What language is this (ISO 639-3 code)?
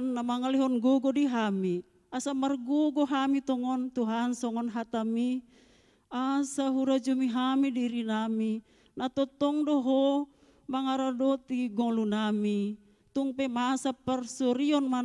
bbc